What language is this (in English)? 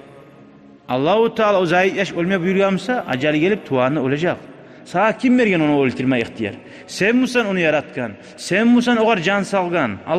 Kumyk